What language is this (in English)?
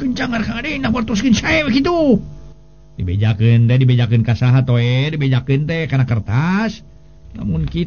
Sundanese